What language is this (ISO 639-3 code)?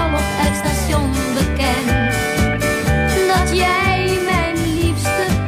nld